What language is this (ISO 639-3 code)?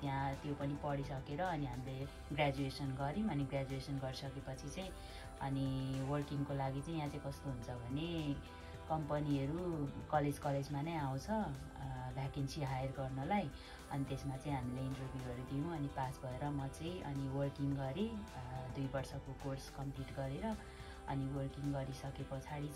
nep